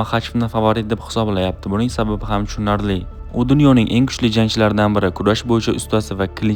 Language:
Uzbek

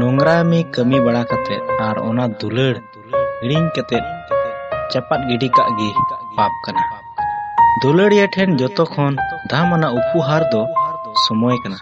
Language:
Santali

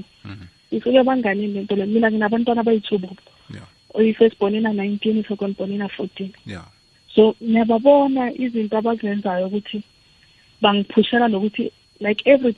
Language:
South Ndebele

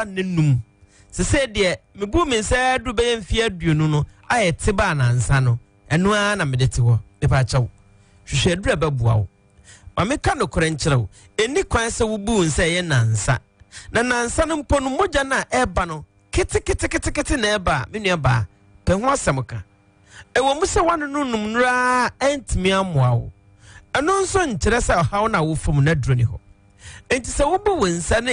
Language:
Akan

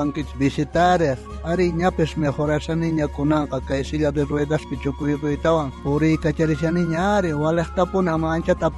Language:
South Bolivian Quechua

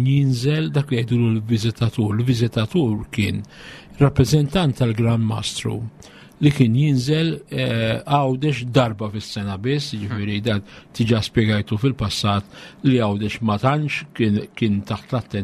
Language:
Maltese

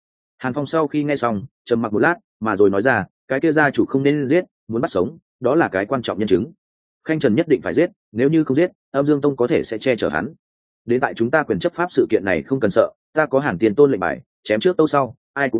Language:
Vietnamese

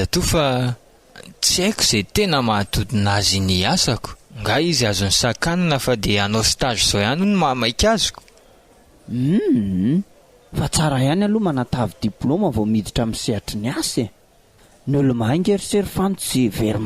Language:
Malagasy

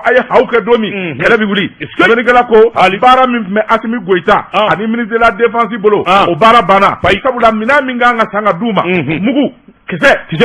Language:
Bambara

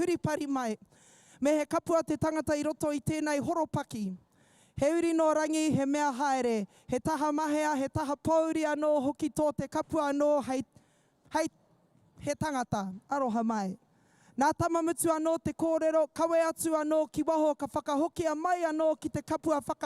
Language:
Māori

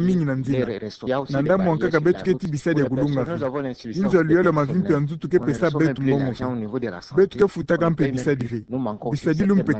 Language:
Kituba (Democratic Republic of Congo)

